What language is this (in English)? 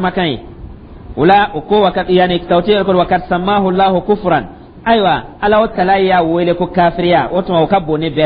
Dyula